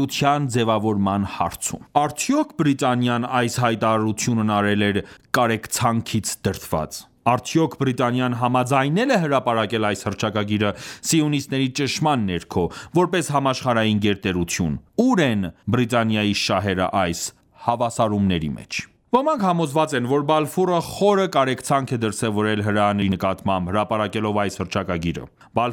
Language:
Armenian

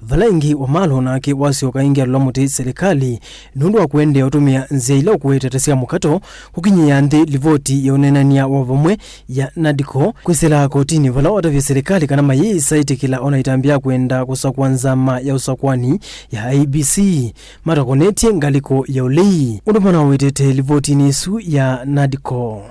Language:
Kamba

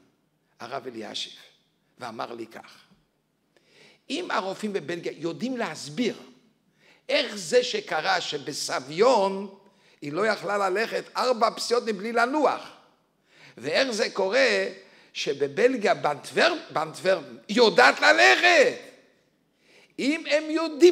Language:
Hebrew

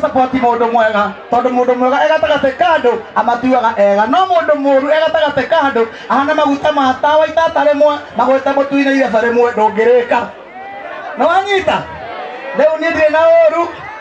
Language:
Kikuyu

